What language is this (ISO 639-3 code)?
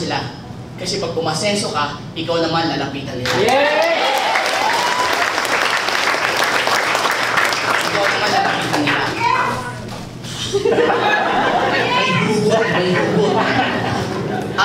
fil